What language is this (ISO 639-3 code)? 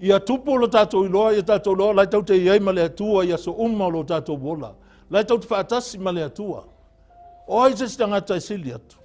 smo